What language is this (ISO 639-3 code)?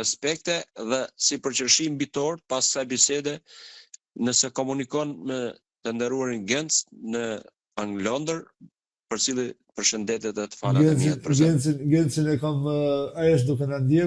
sqi